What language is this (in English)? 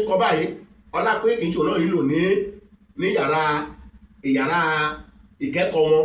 Yoruba